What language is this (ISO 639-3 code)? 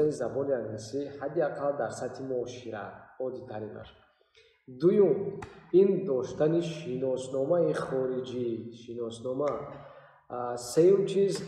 tgk